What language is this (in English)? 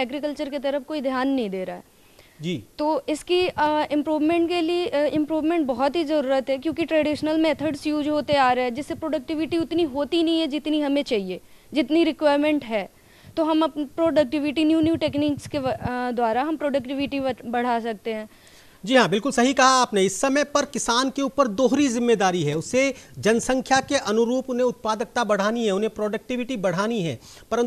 Hindi